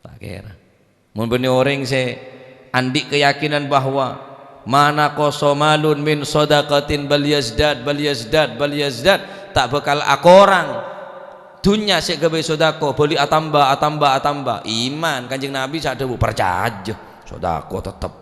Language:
Madurese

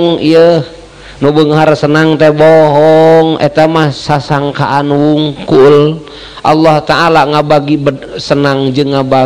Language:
Sundanese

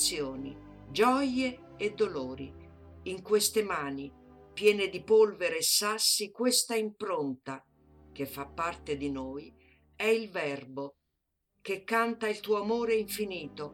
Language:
Italian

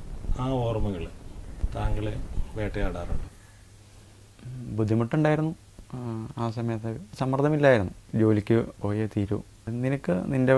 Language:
Malayalam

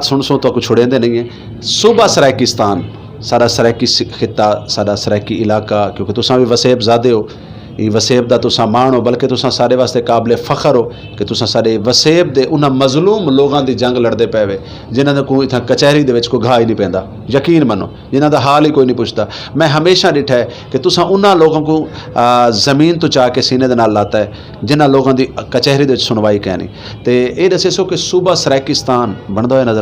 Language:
Saraiki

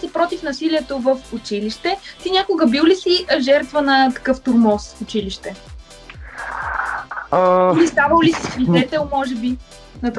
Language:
Bulgarian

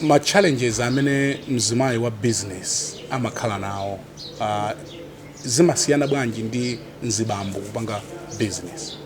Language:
Nyanja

